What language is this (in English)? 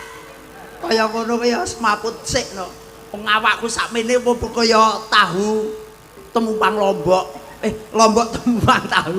Javanese